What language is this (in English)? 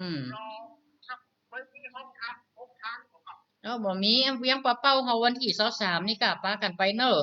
Northern Thai